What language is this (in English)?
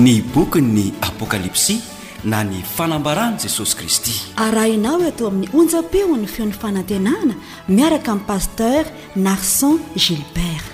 Malagasy